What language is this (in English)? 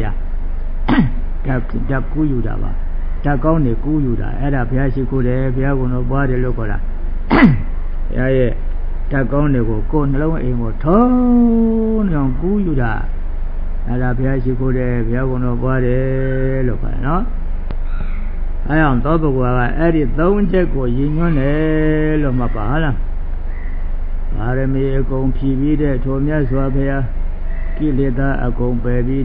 Burmese